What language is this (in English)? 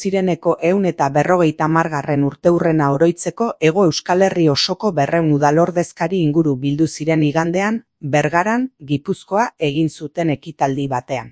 Basque